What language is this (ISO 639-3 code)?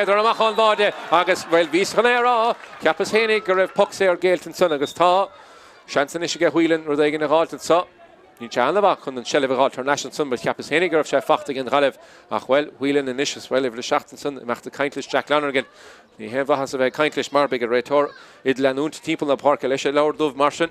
gle